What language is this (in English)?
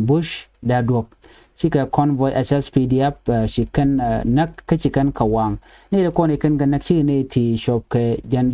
Nuer